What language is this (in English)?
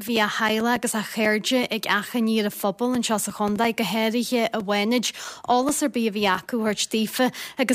Irish